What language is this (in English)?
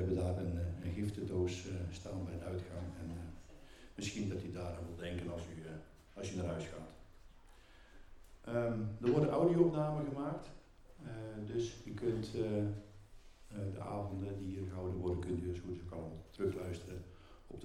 Dutch